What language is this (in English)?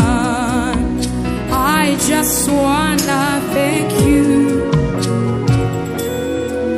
Swahili